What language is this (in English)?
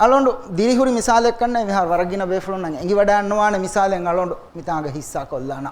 Divehi